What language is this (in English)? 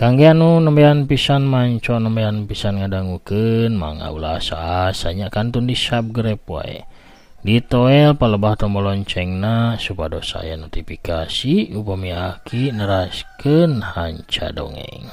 Sundanese